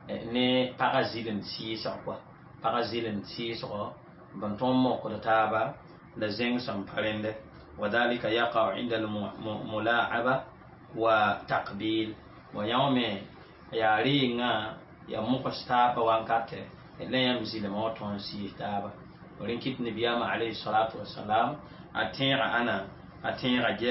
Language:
Mossi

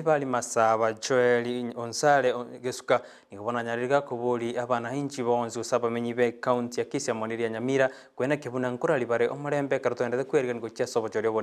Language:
Gusii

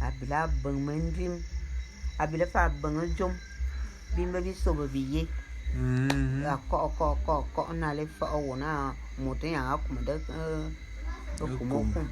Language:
Bulu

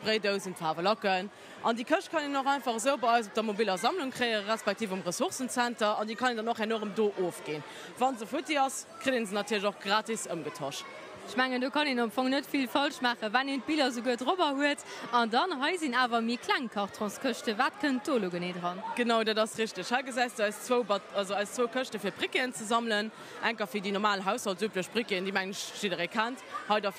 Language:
Luxembourgish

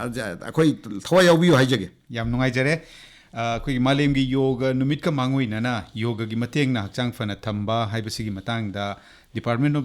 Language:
Manipuri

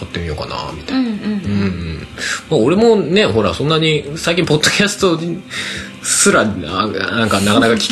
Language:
Japanese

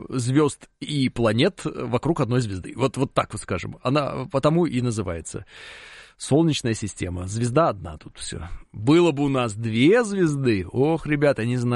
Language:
Russian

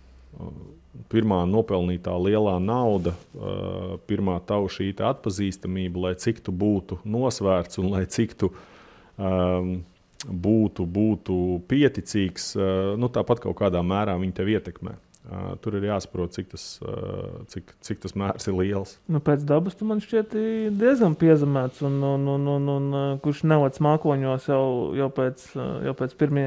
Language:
Latvian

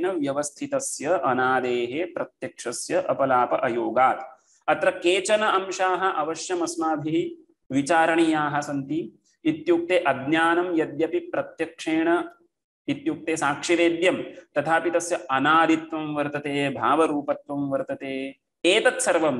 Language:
Sanskrit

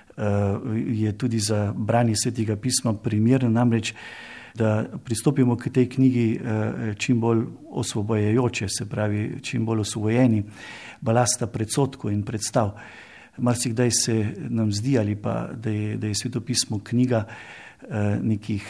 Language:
Slovenian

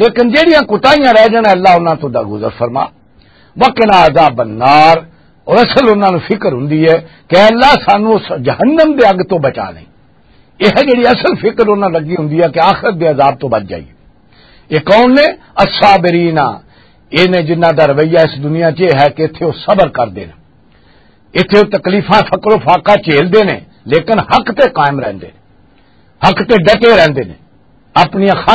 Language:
Western Panjabi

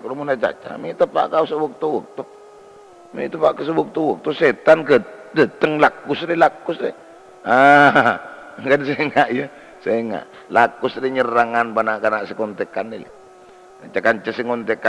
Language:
Madurese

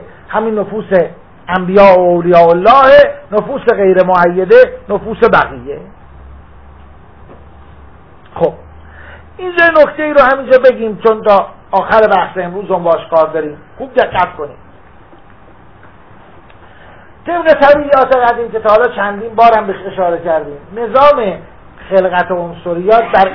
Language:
Persian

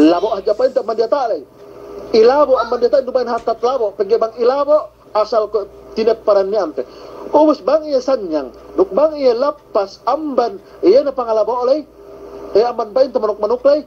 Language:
Yakan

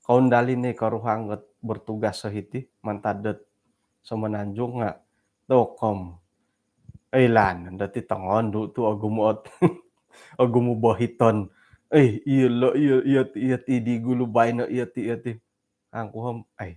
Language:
Central Dusun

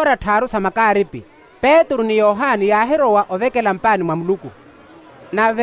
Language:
Makhuwa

